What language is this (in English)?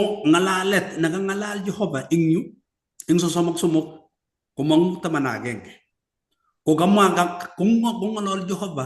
Kalenjin